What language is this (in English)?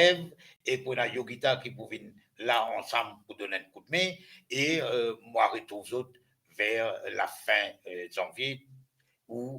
Morisyen